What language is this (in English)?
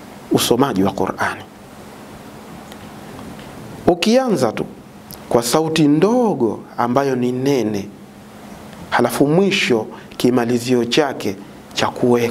Swahili